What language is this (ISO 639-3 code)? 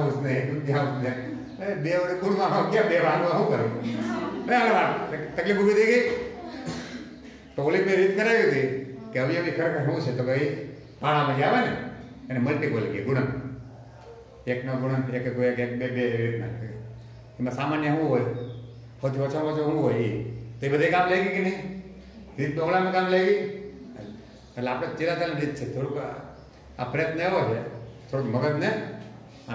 guj